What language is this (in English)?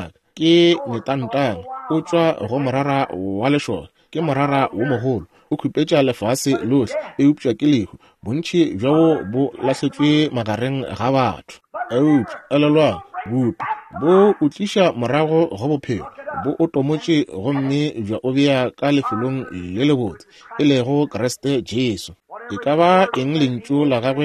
Northern Sotho